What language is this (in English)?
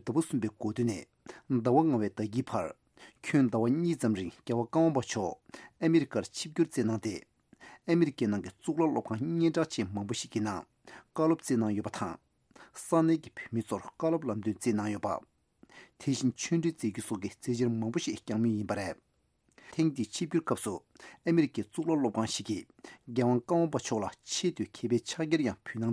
Tibetan